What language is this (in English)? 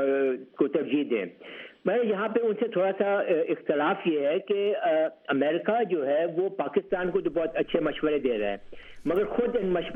Urdu